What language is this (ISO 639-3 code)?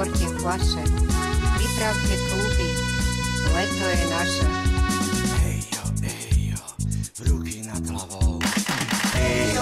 slk